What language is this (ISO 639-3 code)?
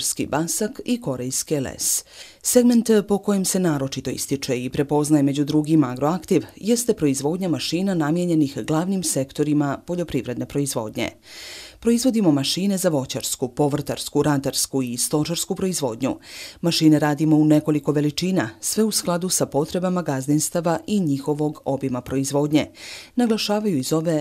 bos